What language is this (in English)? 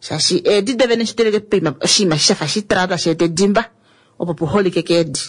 Kuanyama